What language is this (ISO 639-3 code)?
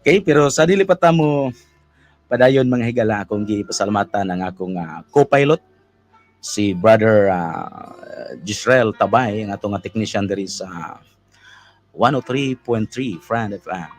ceb